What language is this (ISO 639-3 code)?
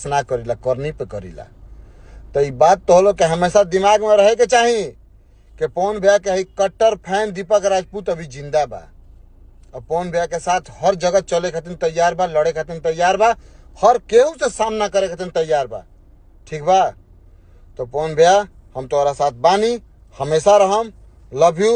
bho